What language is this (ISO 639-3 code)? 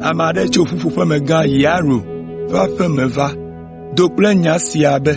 ewe